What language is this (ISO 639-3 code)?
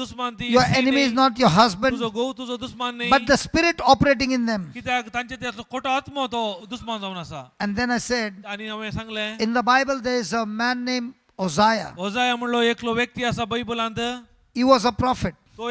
kok